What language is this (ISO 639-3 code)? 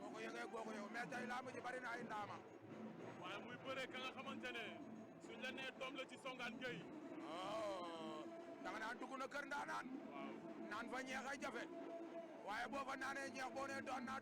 wol